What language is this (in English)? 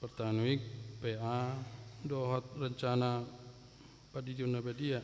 Batak Toba